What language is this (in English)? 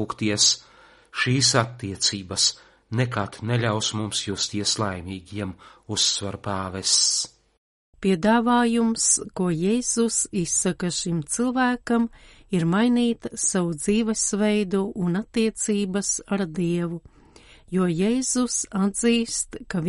Latvian